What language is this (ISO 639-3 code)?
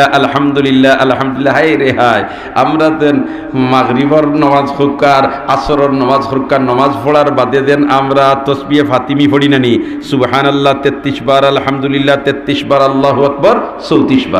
syl